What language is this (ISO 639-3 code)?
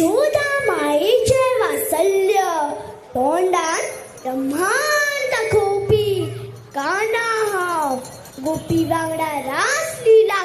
kok